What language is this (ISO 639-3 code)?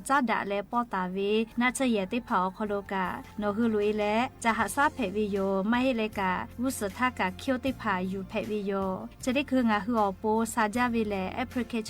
lhu